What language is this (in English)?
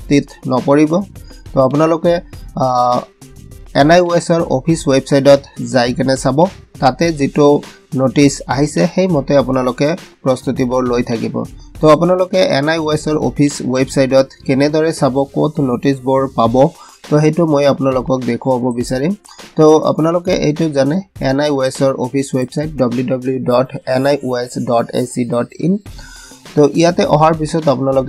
Assamese